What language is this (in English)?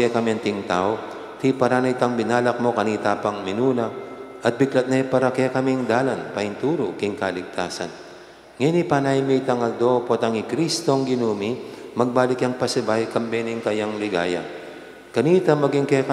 Pampanga